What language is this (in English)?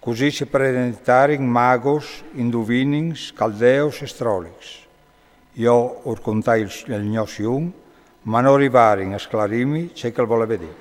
Friulian